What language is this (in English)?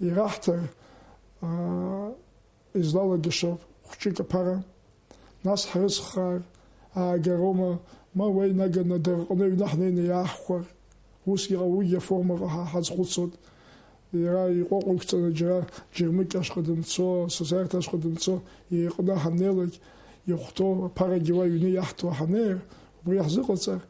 Abkhazian